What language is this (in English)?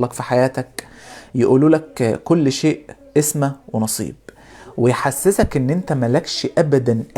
Egyptian Arabic